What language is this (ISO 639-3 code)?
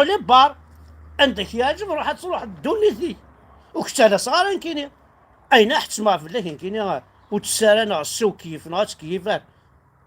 kab